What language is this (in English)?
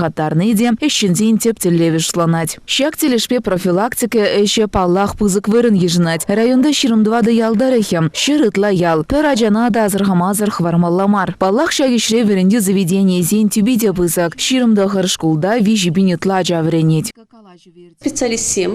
Chuvash